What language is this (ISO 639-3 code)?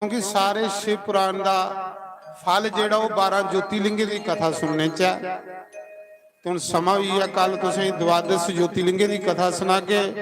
doi